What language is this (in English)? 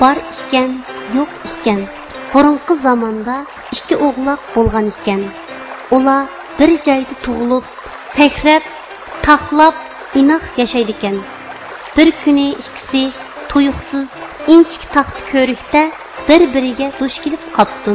Uyghur